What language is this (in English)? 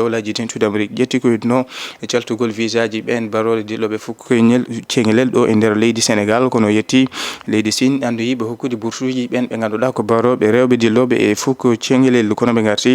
Fula